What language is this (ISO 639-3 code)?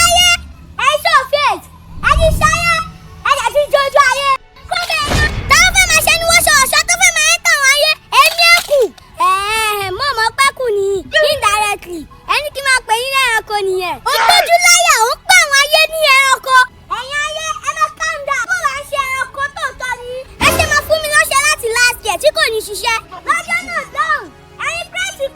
yor